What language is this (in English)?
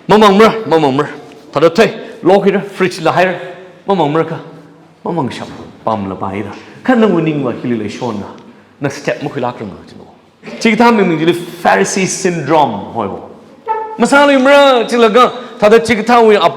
Tangkhul Naga (India)